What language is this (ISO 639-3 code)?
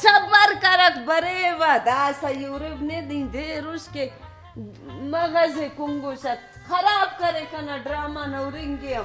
brh